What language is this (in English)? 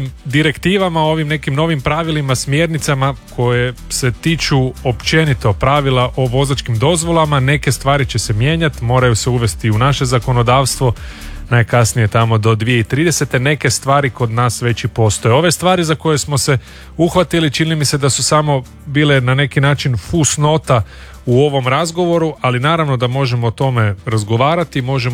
Croatian